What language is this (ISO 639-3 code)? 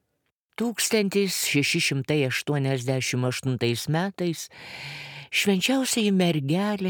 lit